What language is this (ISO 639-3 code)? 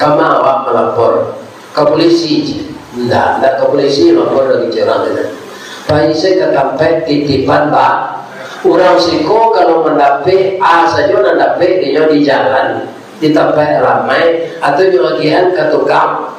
min